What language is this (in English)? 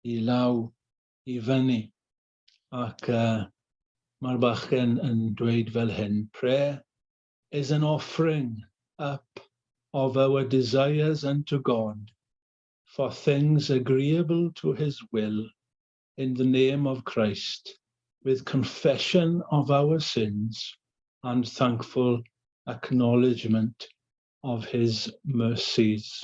Welsh